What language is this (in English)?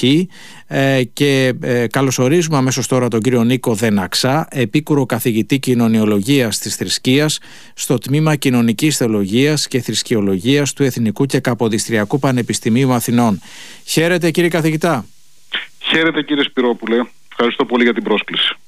Greek